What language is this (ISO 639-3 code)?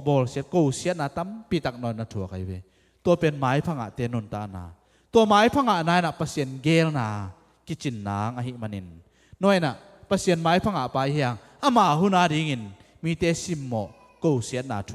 ctd